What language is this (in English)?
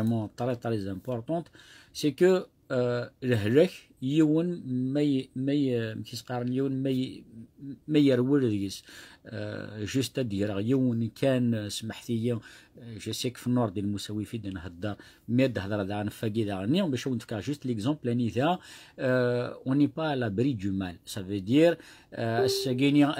Kabyle